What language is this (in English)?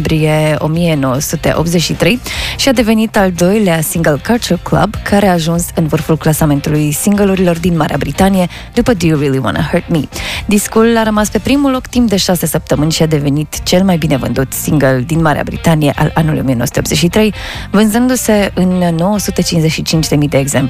Romanian